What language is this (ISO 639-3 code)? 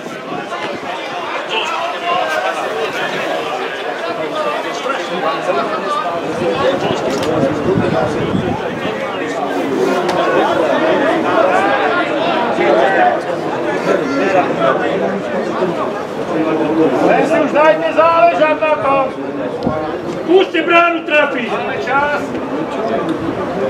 slk